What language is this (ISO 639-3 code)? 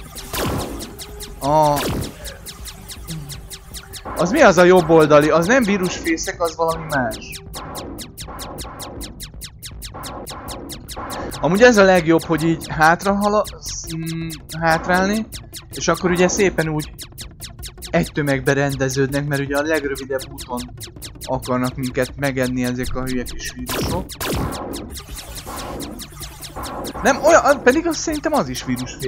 hun